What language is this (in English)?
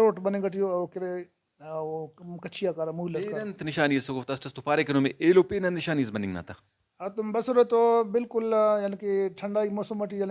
Brahui